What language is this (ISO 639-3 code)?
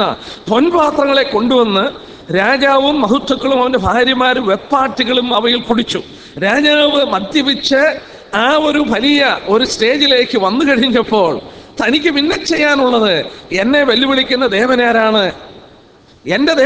mal